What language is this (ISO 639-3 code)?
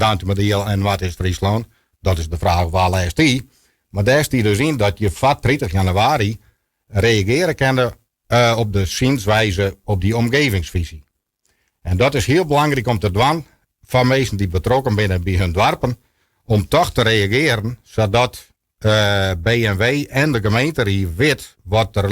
fry